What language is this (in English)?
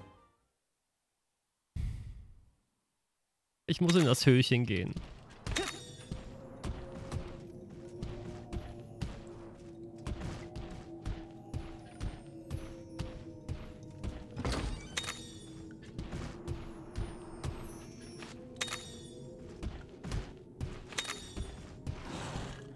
German